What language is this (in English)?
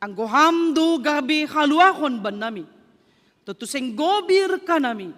Batak Simalungun